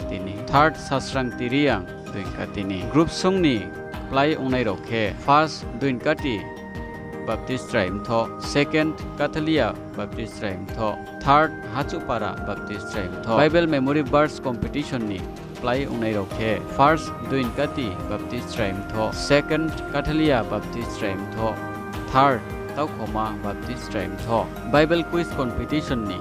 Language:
Riang (India)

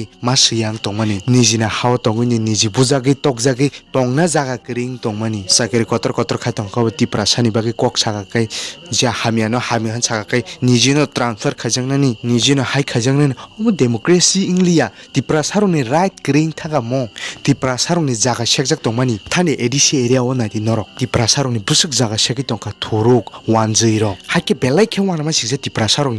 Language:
Kok Borok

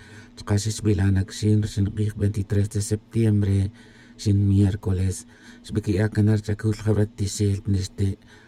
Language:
Kaqchikel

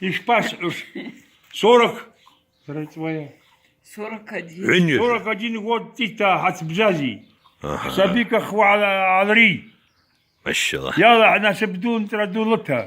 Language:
Abkhazian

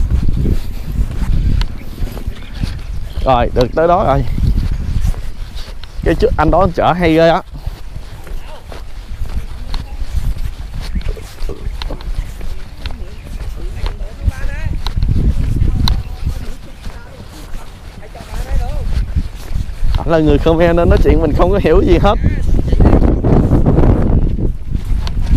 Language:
Vietnamese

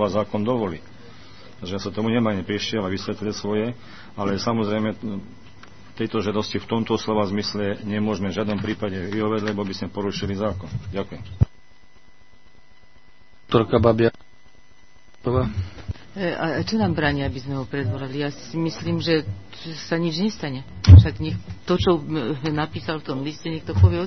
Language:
Slovak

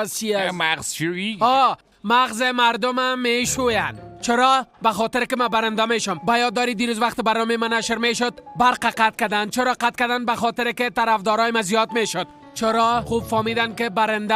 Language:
Persian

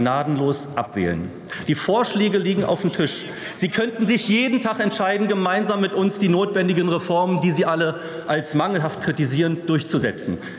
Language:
German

